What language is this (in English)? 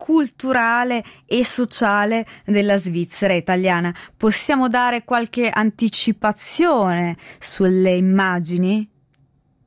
Italian